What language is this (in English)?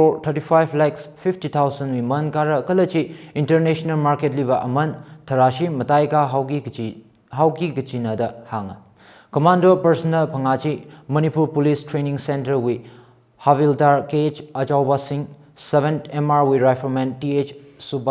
Tangkhul Naga (India)